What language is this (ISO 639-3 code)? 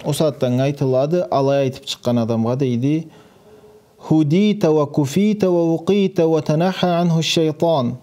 krc